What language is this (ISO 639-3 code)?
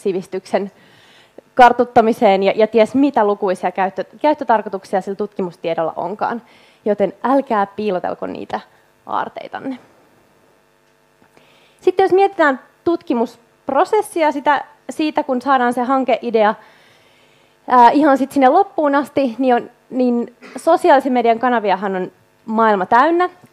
fin